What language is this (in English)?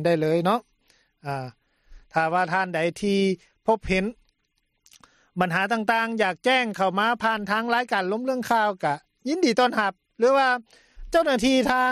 Lao